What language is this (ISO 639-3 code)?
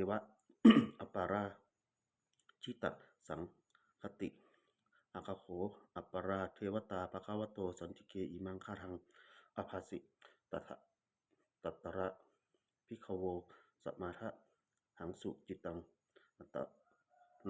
pli